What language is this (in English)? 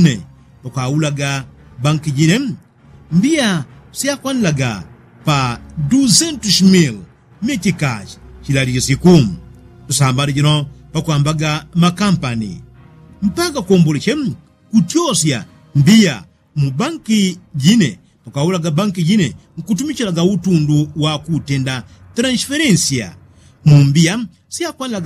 Yao